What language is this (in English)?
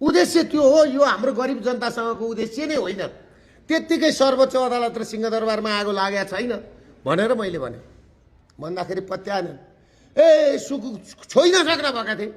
Nepali